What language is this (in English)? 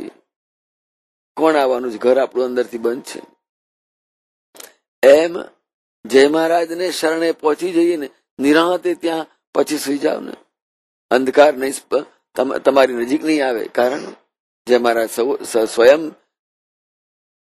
Gujarati